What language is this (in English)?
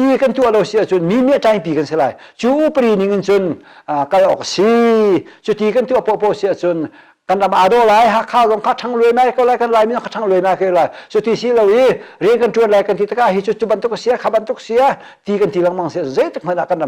Hakha Chin